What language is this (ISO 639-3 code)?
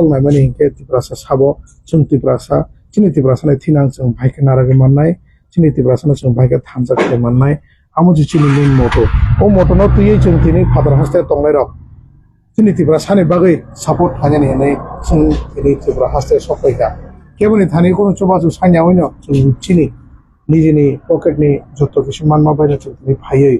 trp